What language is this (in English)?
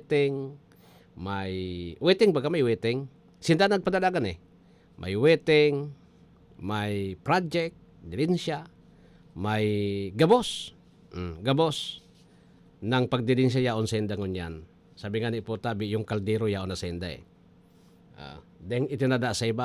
Bikol